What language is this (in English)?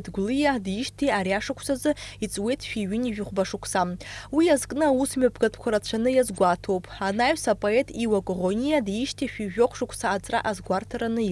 Abkhazian